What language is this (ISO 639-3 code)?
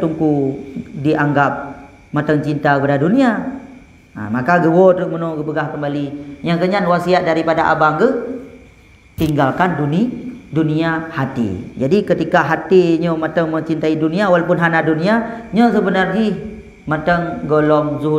ace